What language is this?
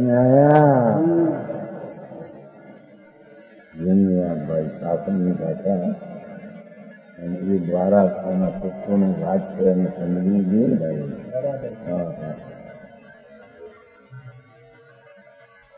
Hindi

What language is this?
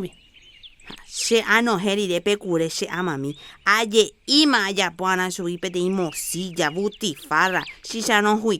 Guarani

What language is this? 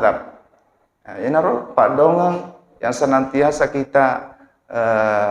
Buginese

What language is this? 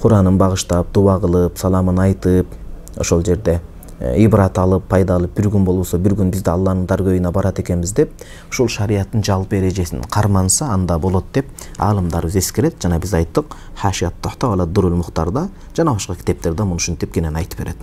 Kyrgyz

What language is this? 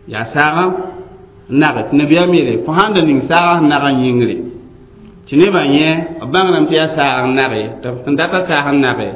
Mossi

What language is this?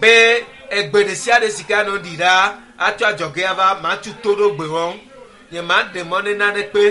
Ewe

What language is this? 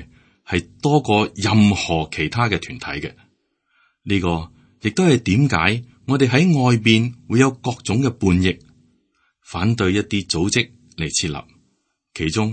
Cantonese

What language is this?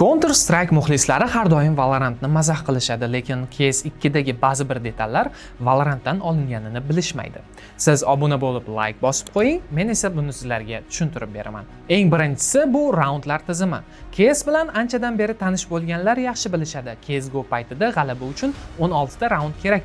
Uzbek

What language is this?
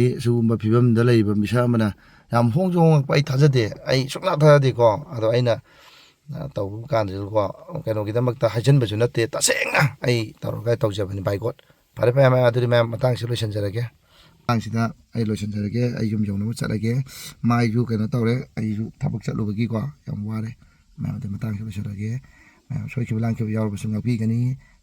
Manipuri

